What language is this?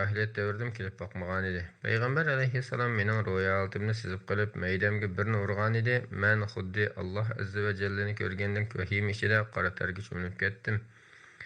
Uyghur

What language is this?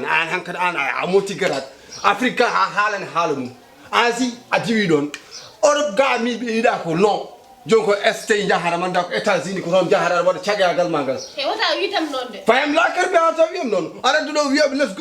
Fula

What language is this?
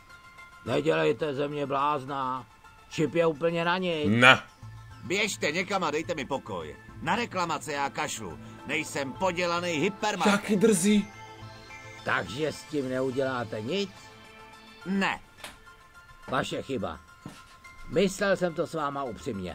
Czech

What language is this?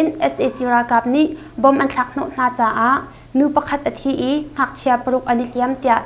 Hakha Chin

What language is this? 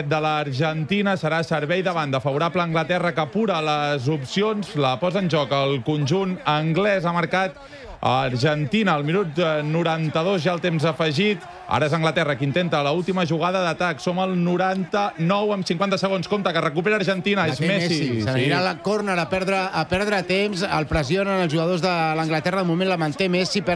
Catalan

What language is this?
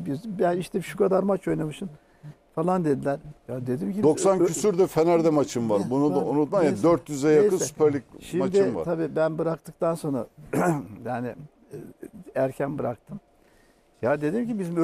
Turkish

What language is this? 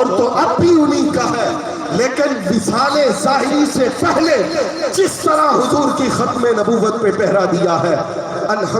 Saraiki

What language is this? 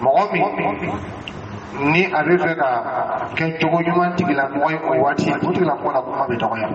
Dyula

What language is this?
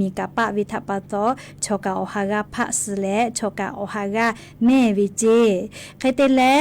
Lahu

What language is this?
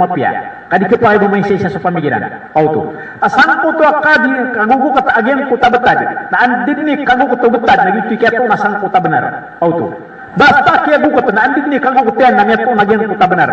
Maranao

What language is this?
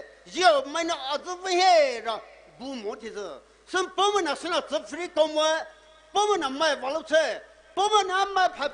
Poumei Naga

